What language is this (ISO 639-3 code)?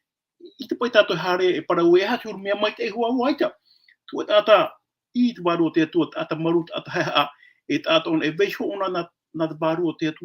tah